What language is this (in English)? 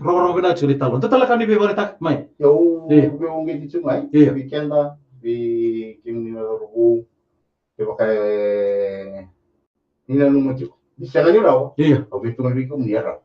Fijian